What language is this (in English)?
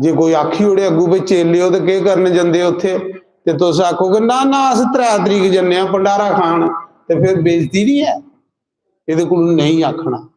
Dogri